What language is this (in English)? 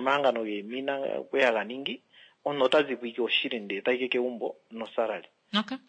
Kuanyama